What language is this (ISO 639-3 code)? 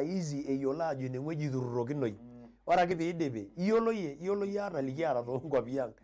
mas